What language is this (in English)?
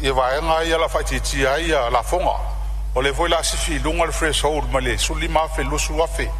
Samoan